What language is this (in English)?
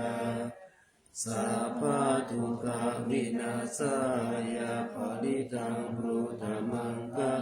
Pali